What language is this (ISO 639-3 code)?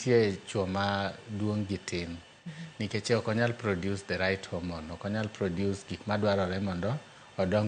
luo